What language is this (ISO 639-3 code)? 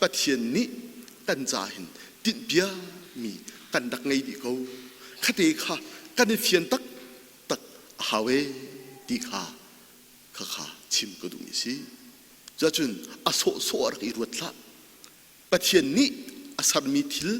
cnh